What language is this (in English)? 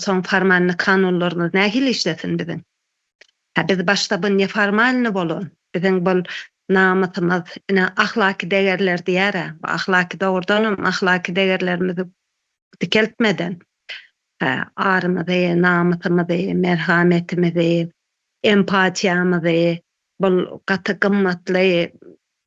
Turkmen